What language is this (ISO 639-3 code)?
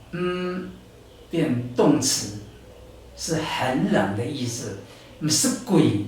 trv